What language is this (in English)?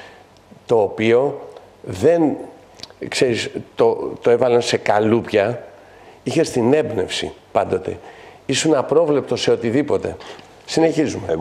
Greek